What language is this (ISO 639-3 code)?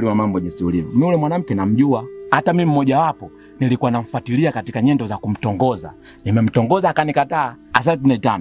swa